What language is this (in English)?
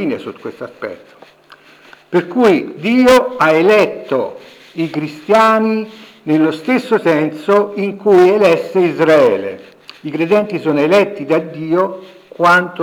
Italian